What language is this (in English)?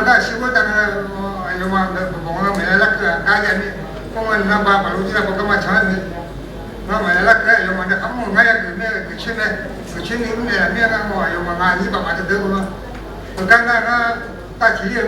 Akha